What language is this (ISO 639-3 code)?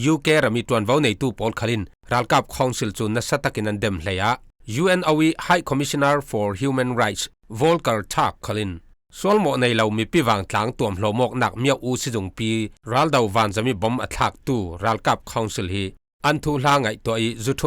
cfm